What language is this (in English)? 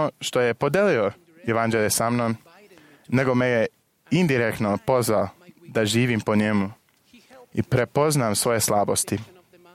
Serbian